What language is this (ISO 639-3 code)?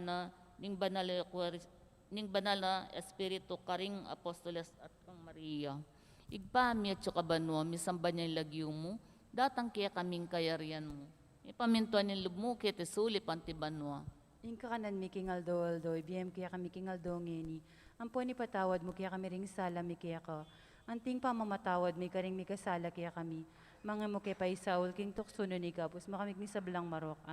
pam